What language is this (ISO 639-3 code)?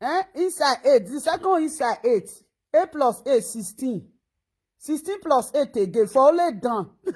pcm